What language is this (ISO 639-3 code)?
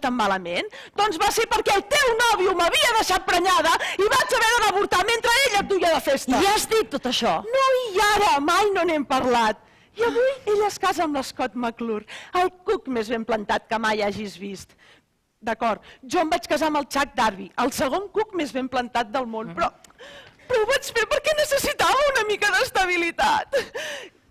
cat